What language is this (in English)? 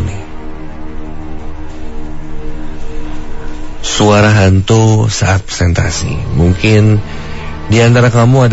Indonesian